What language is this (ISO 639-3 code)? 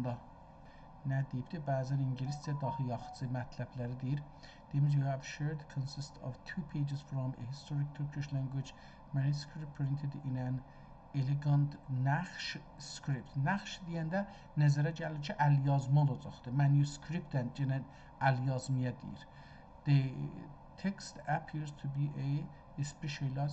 azb